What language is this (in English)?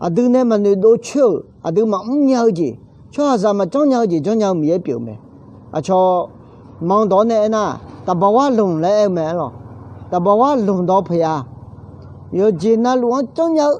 Akha